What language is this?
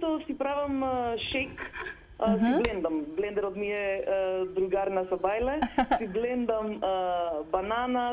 Macedonian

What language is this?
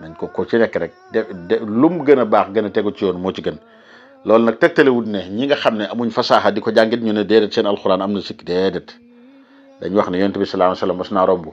Wolof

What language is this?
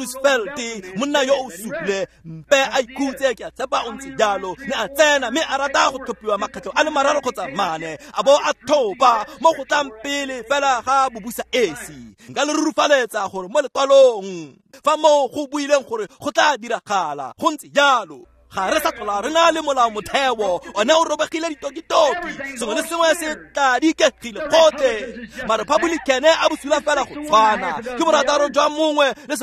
Tswana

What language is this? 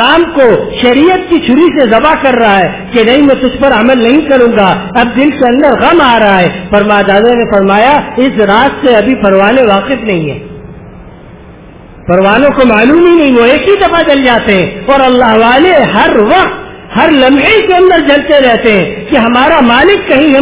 Urdu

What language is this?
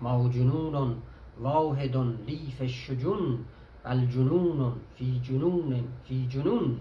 South Azerbaijani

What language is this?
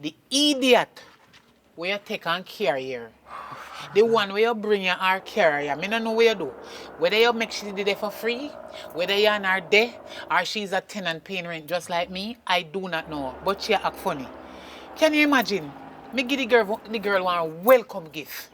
Jamaican Creole English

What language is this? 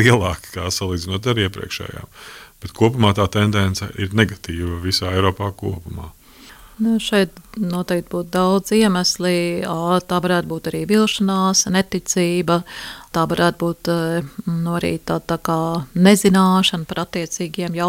Latvian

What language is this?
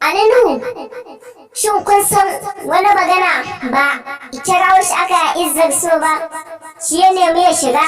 Hausa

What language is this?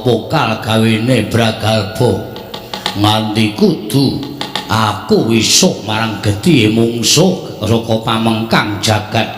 Javanese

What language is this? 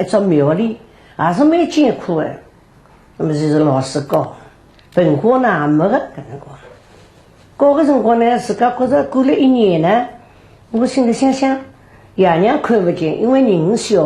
Wu Chinese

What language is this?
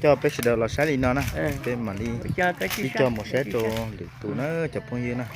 Hmong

